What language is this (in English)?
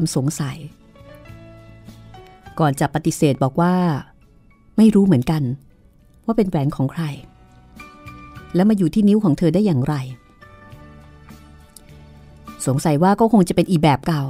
Thai